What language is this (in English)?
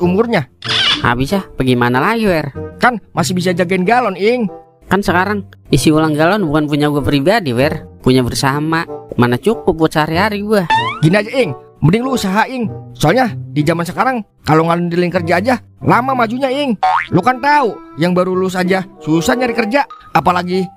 Betawi